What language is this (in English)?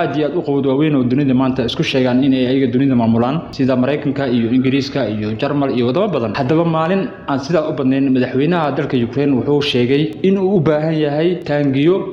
Somali